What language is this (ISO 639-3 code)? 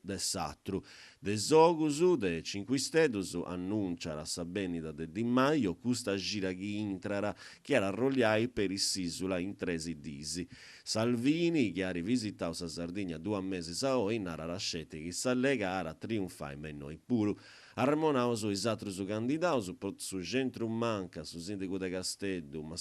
srd